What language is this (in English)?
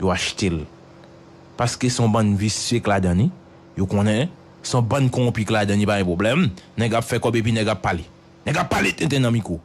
Haitian Creole